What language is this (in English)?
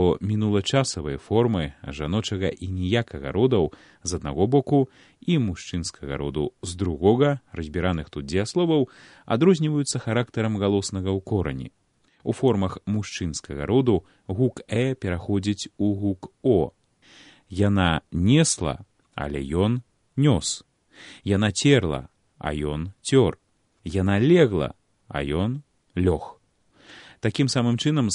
Belarusian